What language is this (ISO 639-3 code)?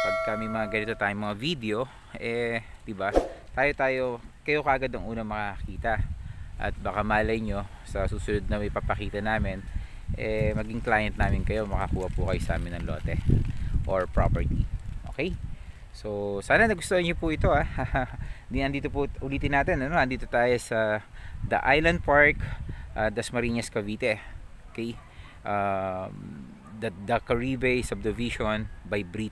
fil